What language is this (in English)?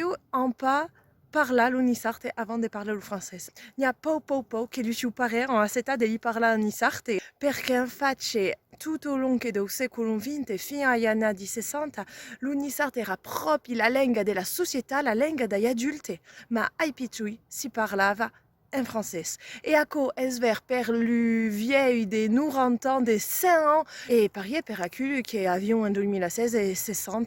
Occitan